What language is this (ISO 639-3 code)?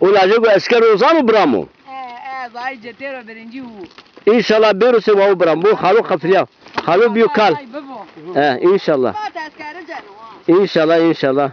zza